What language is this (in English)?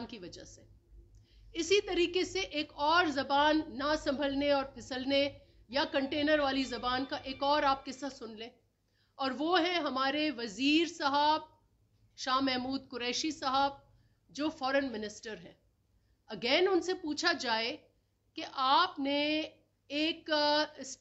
Urdu